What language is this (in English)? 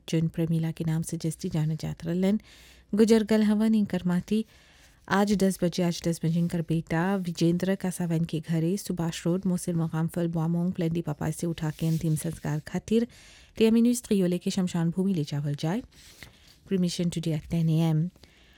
Bhojpuri